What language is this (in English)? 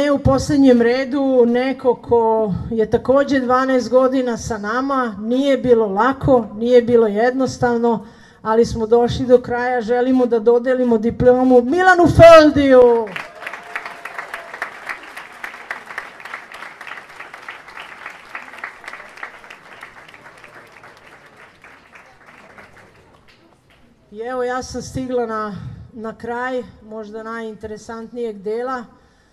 Serbian